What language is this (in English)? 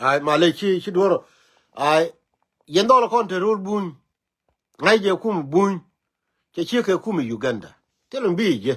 Nuer